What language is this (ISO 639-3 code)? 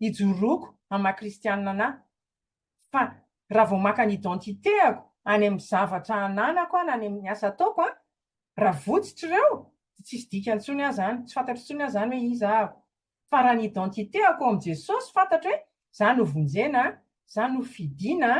mlg